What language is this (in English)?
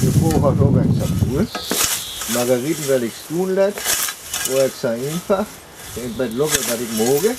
Northern Frisian